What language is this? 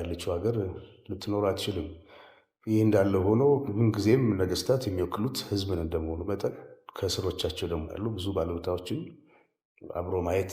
Amharic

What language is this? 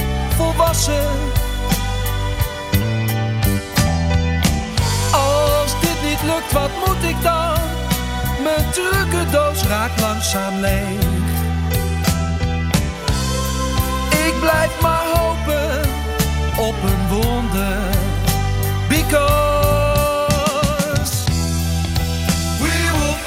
Dutch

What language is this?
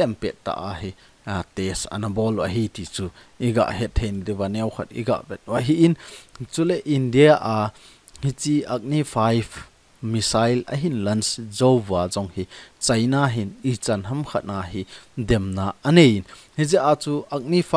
Thado Chin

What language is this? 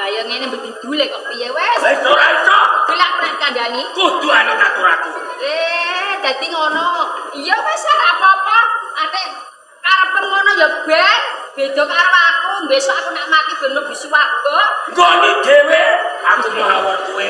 Javanese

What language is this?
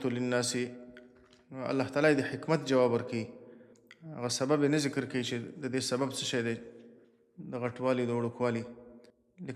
Pashto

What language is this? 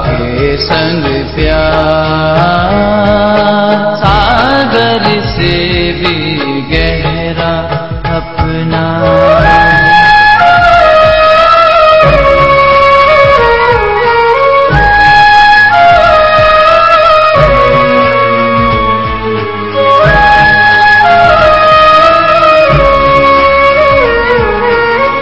Hindi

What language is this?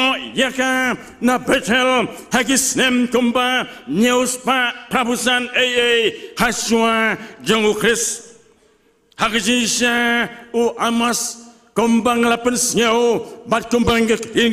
Khasi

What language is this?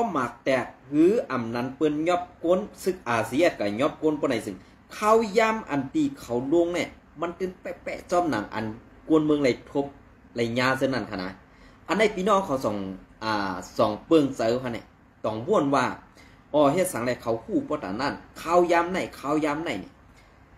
Shan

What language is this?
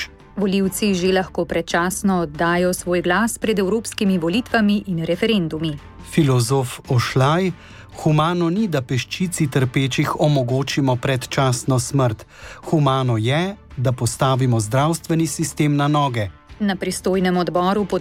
Slovenian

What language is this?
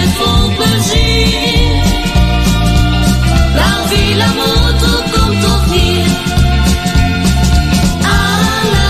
Dutch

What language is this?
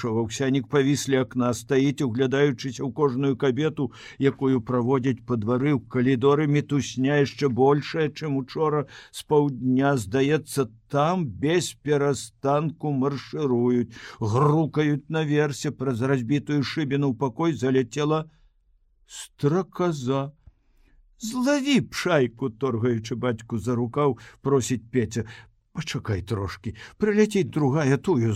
Belarusian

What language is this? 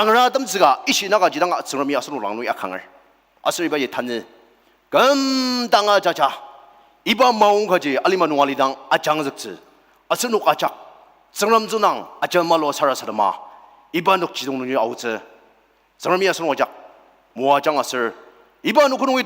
Ao Naga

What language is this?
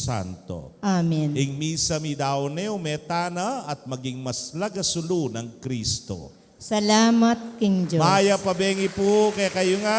Pampanga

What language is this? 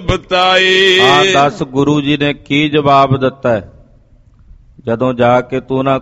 Punjabi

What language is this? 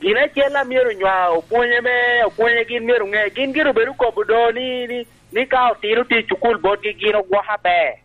Lango (Uganda)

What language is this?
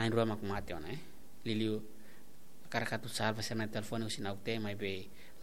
Tetum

